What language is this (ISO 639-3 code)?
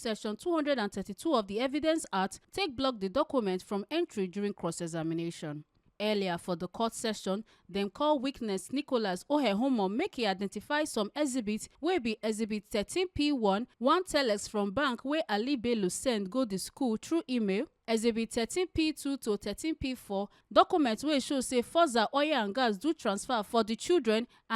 pcm